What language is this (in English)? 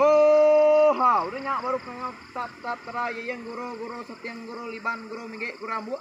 Iban